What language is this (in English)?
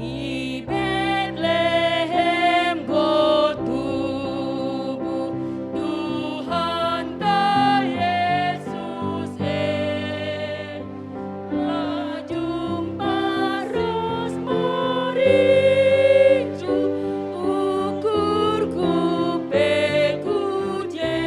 Batak Karo